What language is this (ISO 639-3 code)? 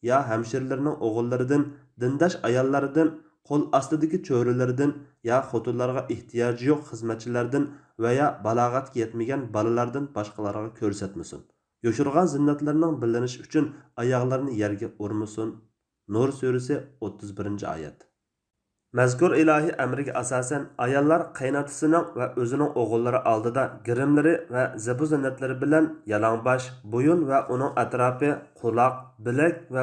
uig